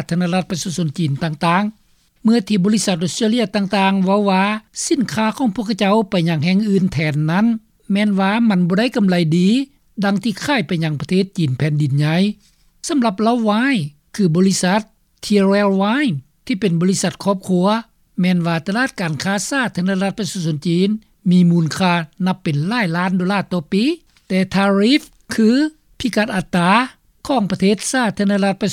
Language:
Lao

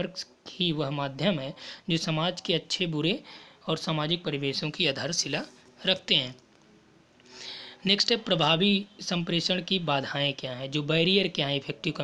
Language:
Hindi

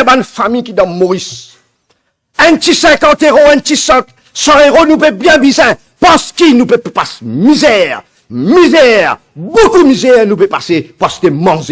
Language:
Morisyen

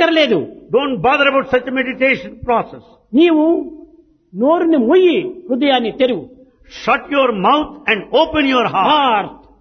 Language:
Telugu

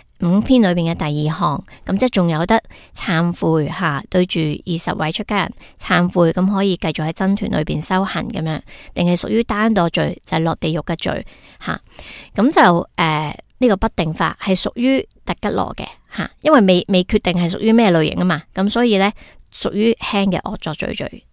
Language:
Cantonese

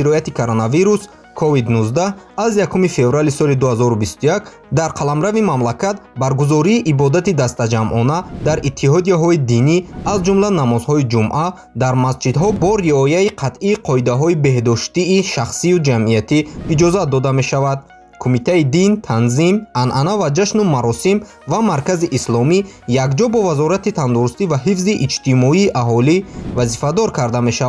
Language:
Tajik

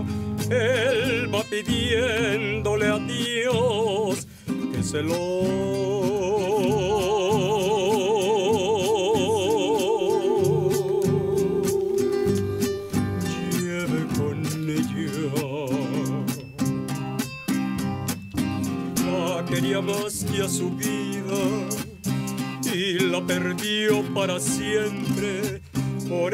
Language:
Spanish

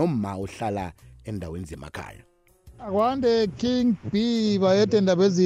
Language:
South Ndebele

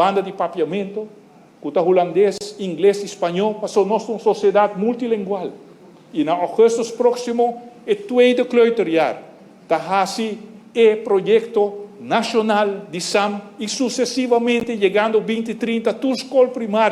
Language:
Papiamento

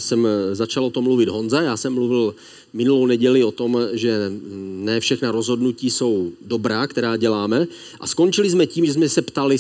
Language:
Czech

